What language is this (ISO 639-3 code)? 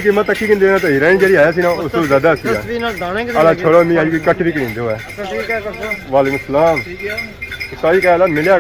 phr